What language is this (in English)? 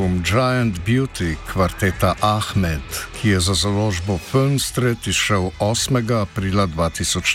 Slovenian